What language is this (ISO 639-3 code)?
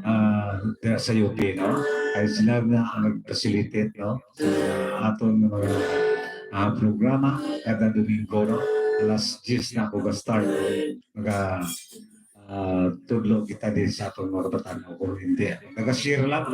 hil